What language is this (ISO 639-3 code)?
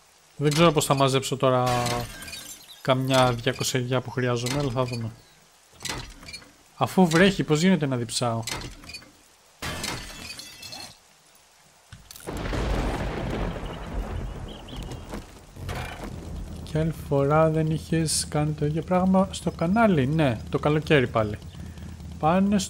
ell